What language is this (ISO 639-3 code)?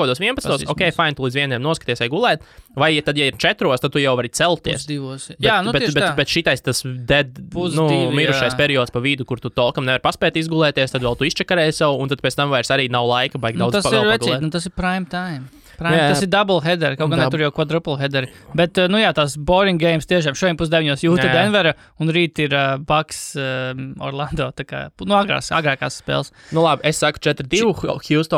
lav